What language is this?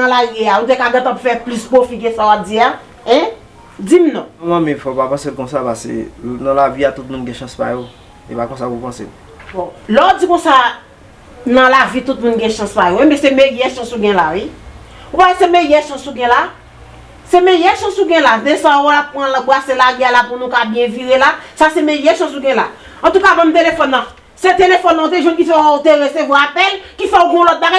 Haitian Creole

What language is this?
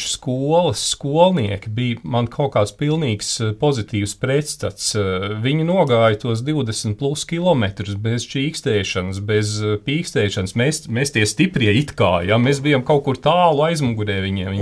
Latvian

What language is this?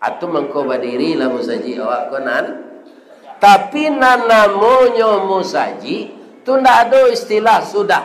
Minangkabau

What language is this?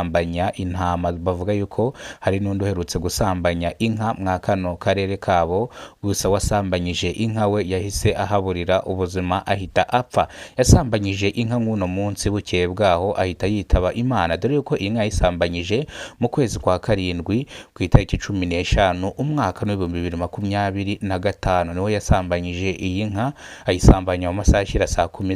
Kinyarwanda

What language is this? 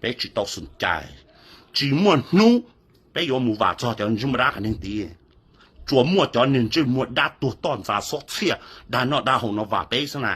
Hmong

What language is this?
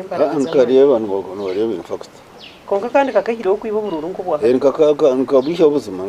Nyankole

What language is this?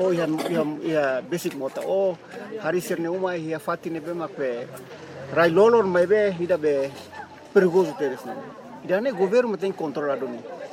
Tetum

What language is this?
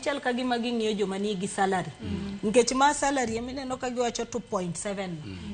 Luo (Kenya and Tanzania)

